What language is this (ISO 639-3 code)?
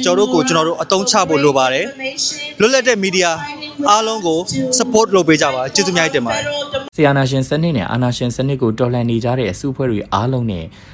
mya